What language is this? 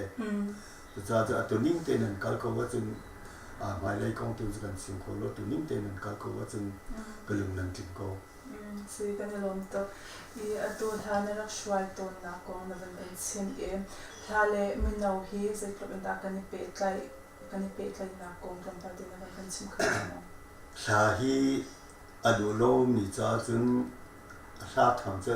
Hakha Chin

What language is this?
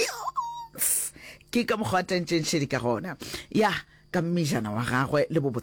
Northern Sotho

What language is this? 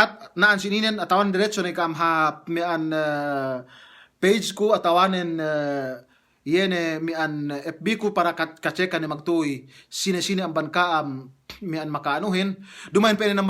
Yakan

